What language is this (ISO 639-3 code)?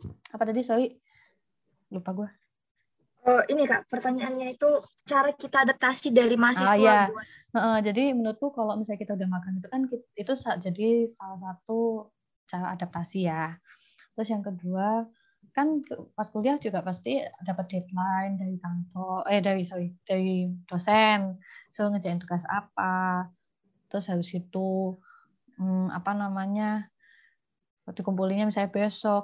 ind